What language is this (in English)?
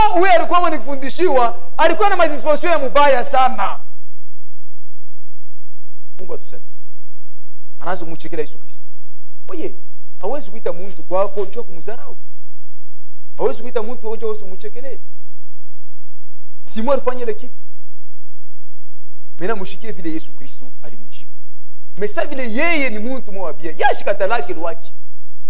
Swahili